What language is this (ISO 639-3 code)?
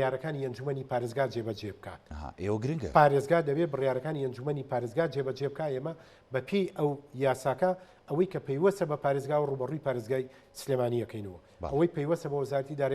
ckb